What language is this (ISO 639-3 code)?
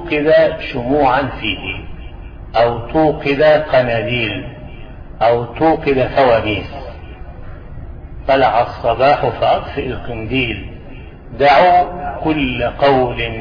ara